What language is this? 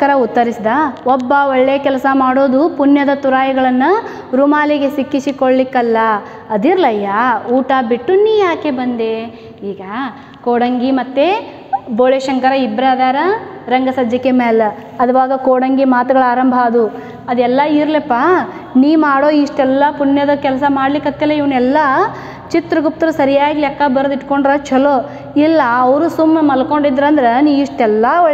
Kannada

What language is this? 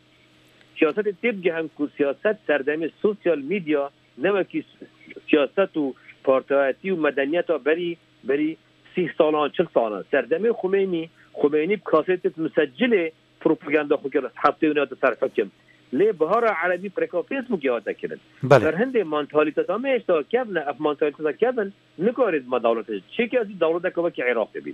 Kurdish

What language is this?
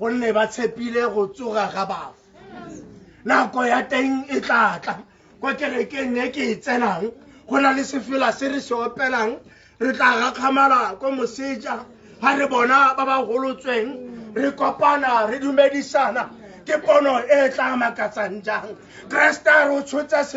Tswana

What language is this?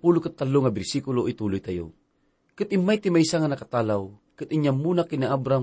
Iloko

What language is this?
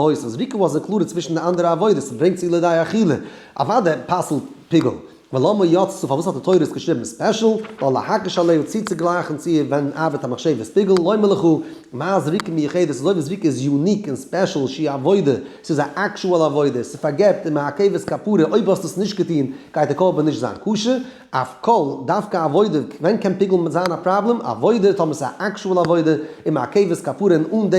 Yiddish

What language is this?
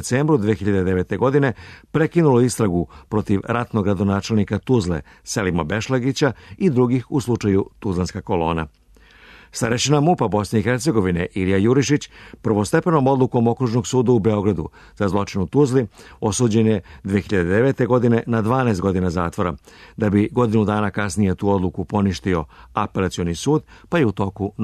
Serbian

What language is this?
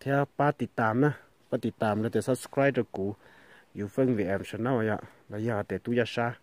Hmong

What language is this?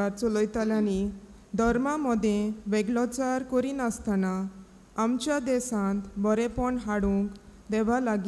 Konkani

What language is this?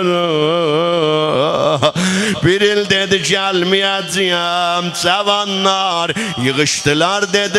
South Azerbaijani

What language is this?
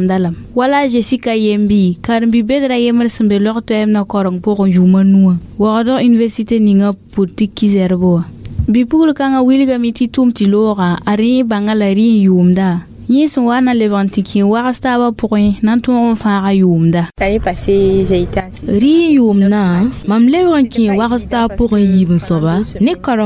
Mossi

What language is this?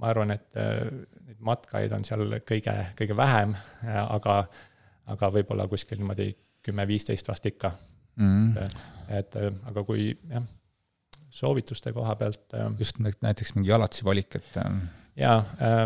Estonian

